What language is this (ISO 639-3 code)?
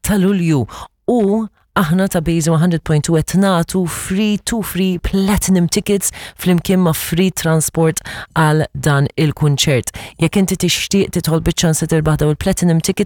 mlt